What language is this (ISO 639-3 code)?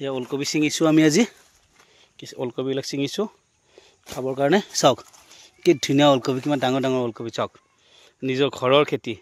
asm